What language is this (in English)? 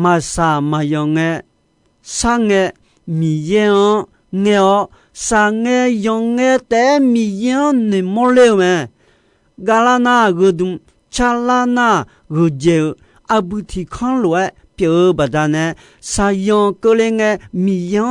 Akha